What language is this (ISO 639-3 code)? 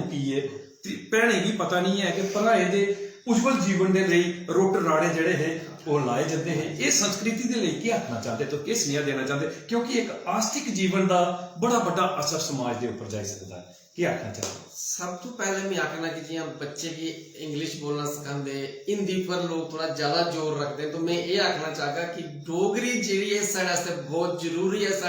doi